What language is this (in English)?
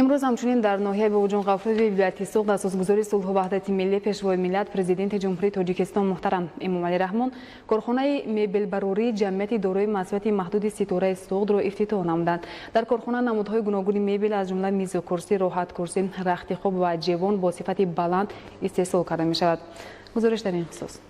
Tajik